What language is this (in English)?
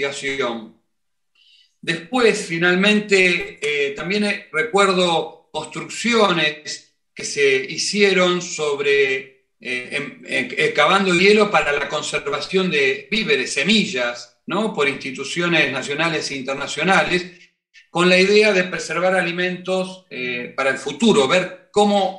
Spanish